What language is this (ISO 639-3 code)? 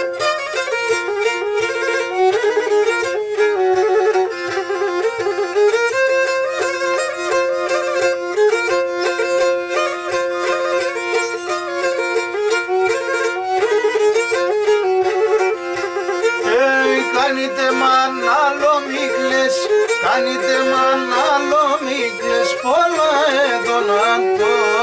ell